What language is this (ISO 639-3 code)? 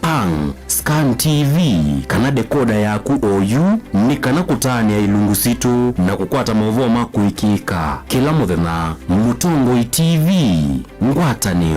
kam